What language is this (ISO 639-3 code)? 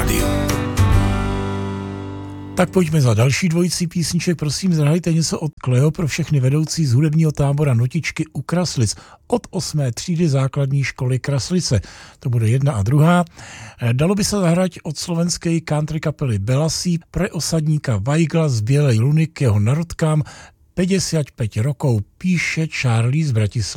ces